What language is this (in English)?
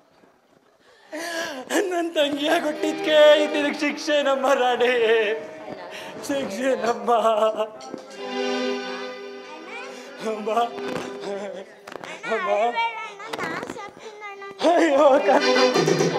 Kannada